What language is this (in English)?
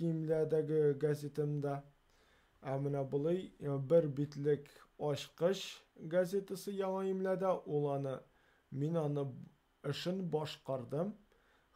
Tatar